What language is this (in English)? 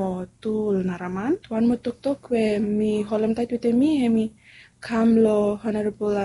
Bislama